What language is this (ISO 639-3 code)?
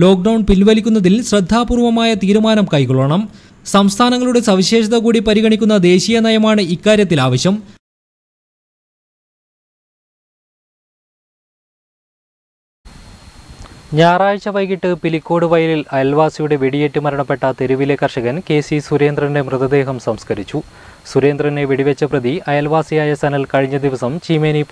mal